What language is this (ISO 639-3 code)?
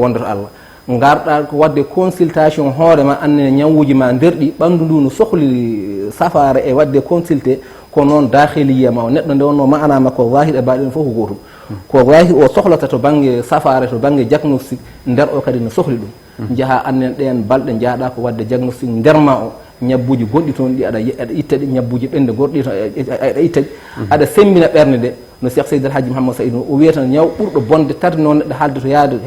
ful